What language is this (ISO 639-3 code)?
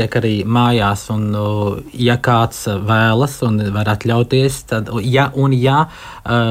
lav